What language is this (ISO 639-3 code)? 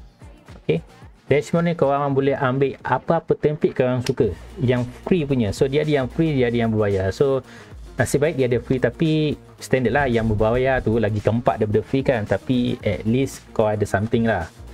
msa